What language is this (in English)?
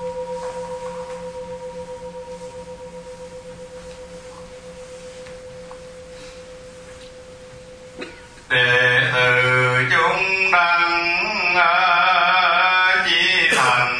Vietnamese